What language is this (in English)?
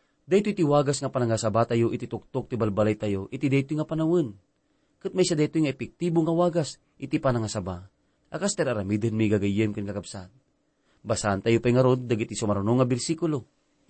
Iloko